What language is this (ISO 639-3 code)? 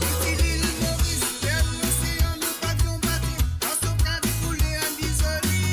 mfe